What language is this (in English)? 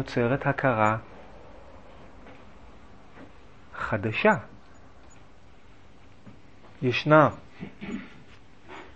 Hebrew